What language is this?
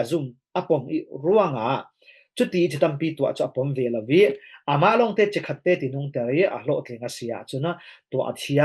Falam Chin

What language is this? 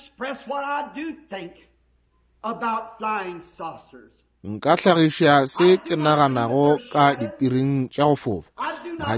Northern Sotho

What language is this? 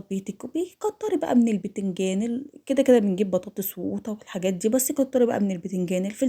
Egyptian Arabic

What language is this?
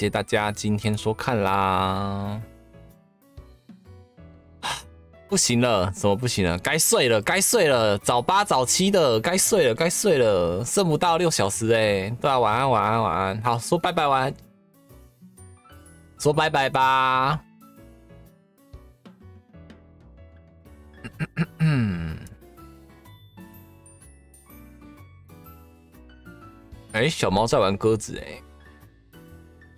Chinese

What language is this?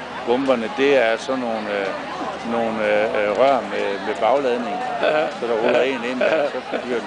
Danish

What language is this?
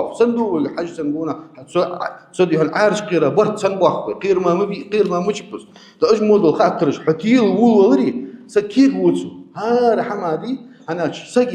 Ingush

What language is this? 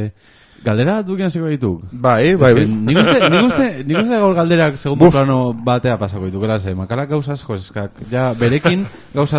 Basque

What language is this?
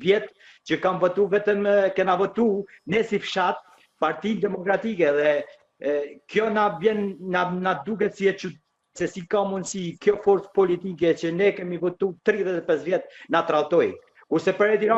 Albanian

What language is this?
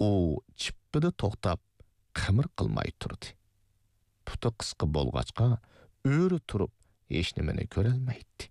Uyghur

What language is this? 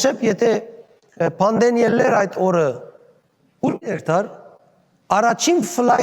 Western Armenian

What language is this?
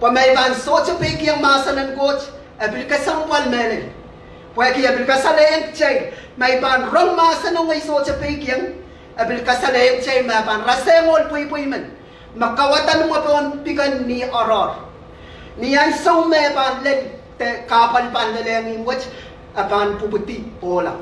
Pohnpeian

